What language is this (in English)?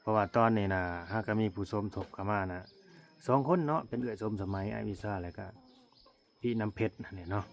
Lao